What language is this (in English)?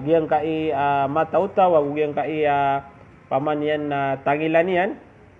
Maranao